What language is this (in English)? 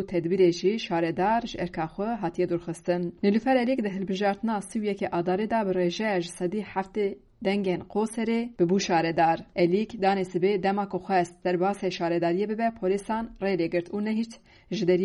Kurdish